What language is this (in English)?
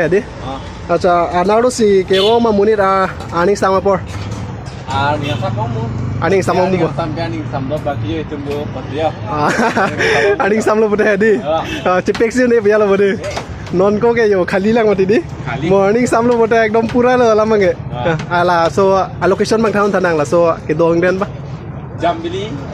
Karbi